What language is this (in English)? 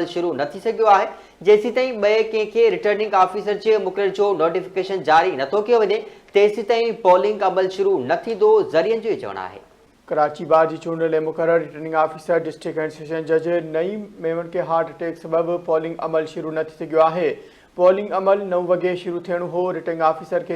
Sindhi